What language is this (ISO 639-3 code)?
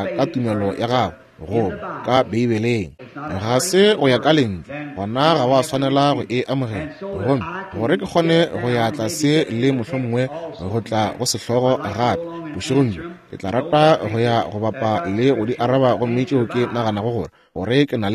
nso